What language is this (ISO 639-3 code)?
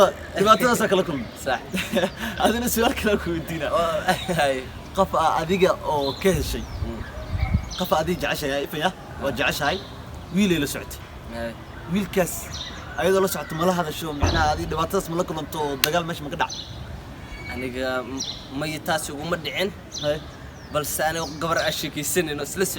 som